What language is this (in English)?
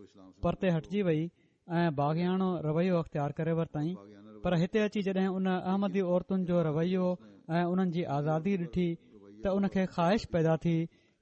Sindhi